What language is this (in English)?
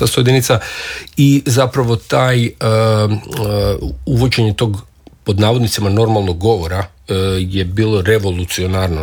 Croatian